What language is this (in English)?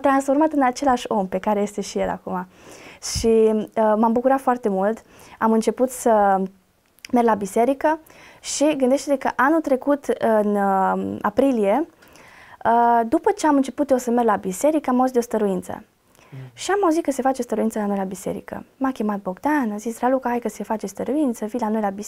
Romanian